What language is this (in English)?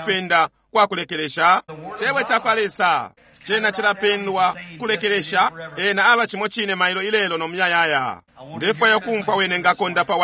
Bemba